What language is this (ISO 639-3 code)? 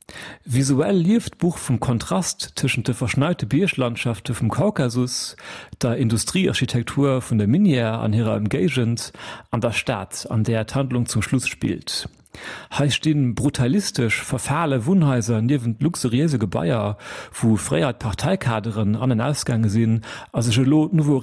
ltz